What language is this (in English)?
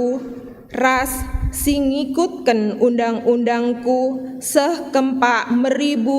Batak Karo